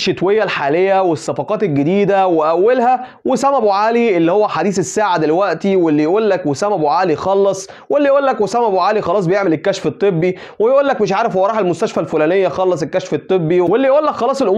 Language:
Egyptian Arabic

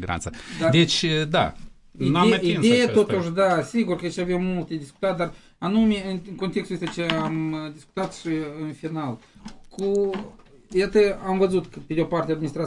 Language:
Romanian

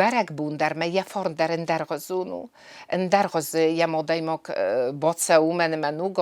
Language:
Ossetic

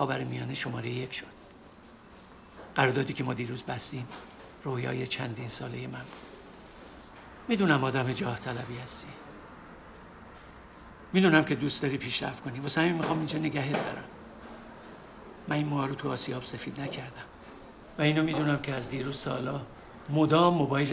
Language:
Persian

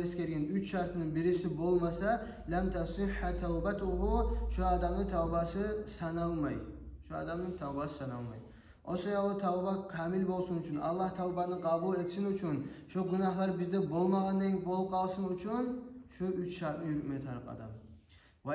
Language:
Kumyk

